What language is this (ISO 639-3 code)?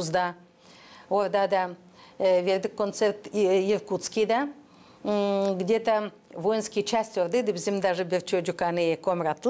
gag